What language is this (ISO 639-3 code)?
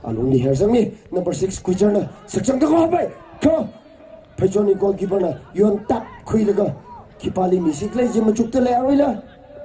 nmf